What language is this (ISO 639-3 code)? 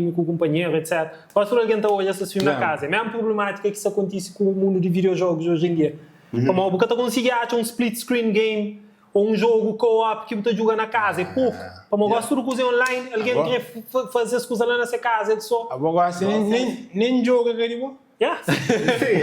kea